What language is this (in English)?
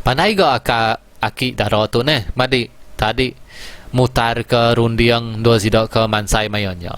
Iban